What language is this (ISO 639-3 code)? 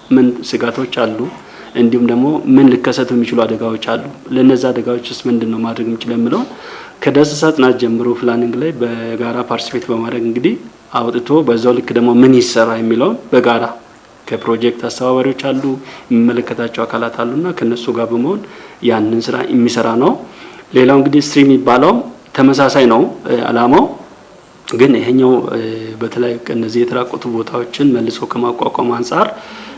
amh